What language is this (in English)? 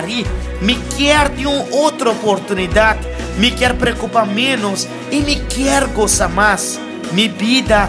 Papiamento